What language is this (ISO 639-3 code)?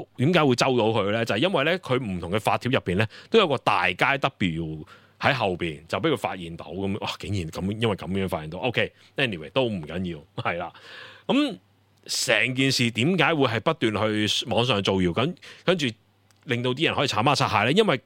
yue